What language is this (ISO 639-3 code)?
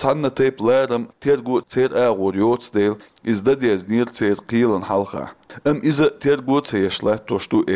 che